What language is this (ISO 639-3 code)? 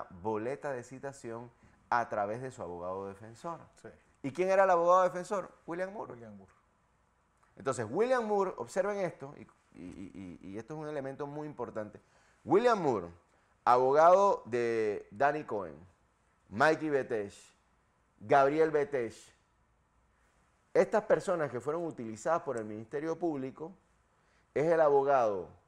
spa